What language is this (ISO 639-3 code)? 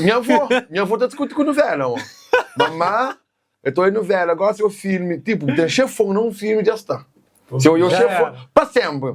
kea